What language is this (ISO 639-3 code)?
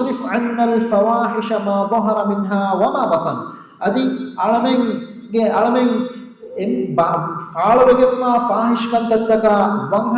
div